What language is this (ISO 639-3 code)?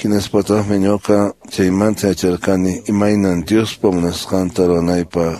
que